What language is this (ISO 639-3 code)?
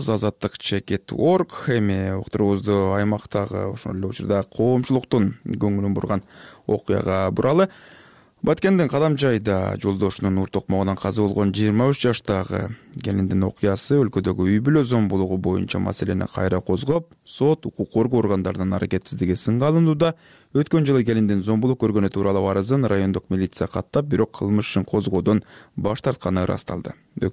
kir